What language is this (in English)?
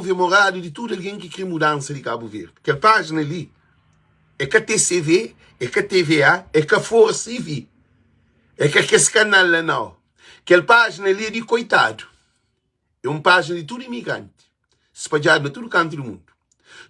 Kabuverdianu